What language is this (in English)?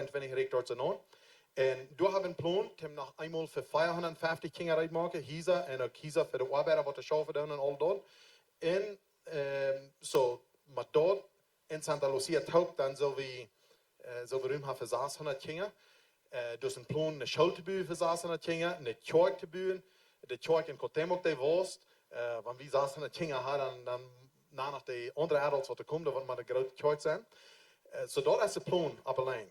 Plautdietsch